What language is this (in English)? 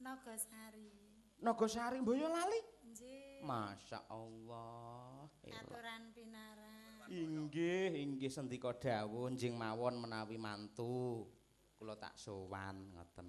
Javanese